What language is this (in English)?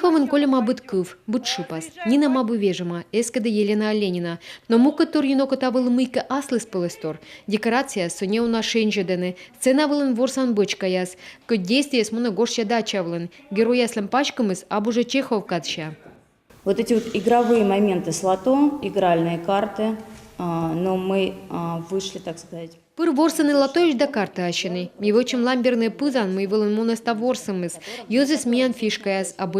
Komi